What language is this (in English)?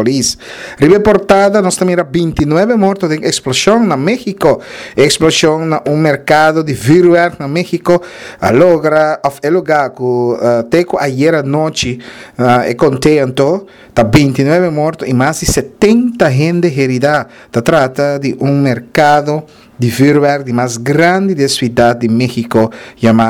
Papiamento